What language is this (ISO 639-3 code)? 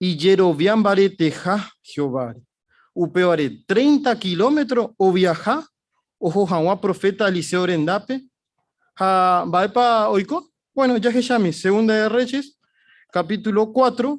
grn